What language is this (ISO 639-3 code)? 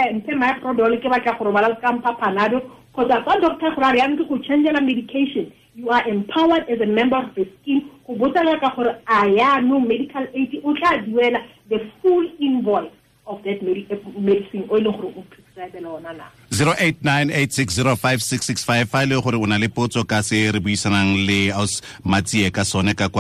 tsn